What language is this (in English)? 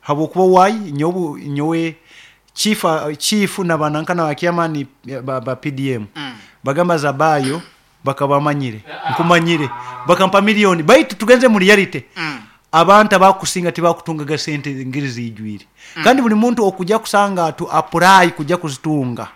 Nyoro